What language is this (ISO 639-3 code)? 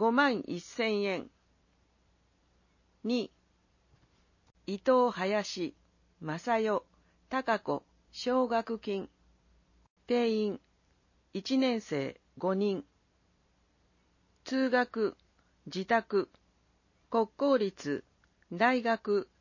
jpn